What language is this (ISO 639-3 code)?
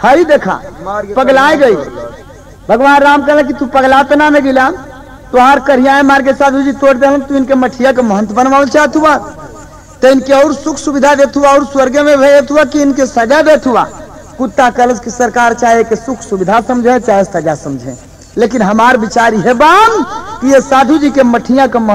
bho